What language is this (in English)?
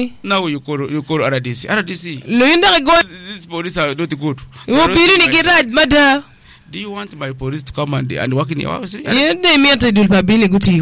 Acoli